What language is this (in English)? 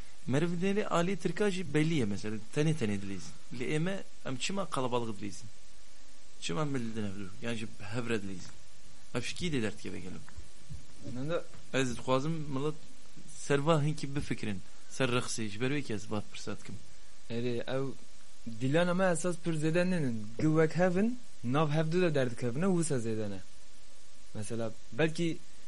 Kurdish